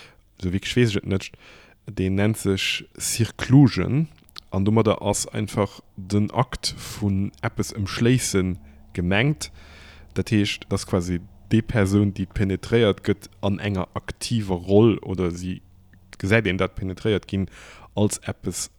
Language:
Luxembourgish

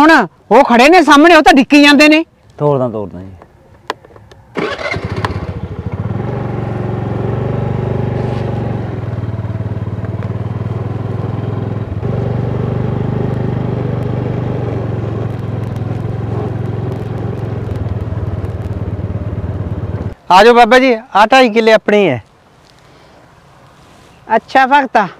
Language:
Punjabi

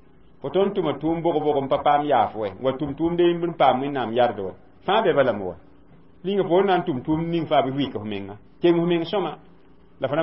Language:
Mossi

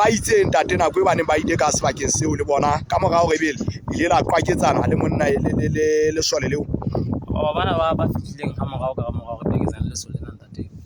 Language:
Southern Sotho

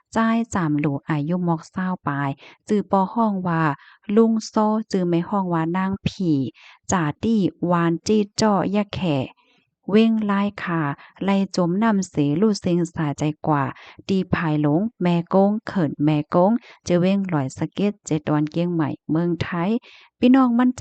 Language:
Shan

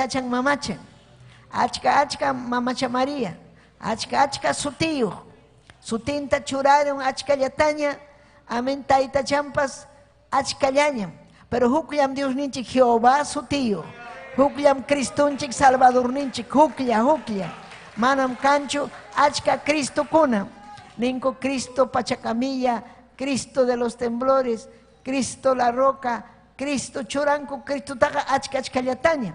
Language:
Ayacucho Quechua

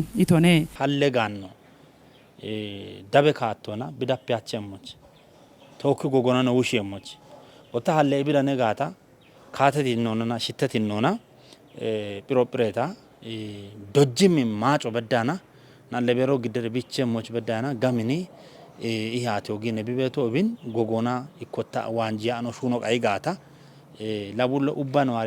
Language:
Kafa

